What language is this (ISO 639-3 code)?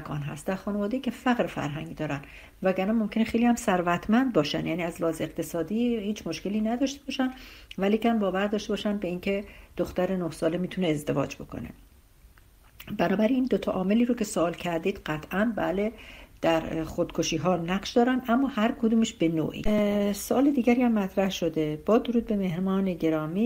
fas